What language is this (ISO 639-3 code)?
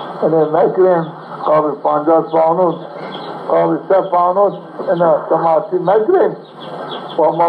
zza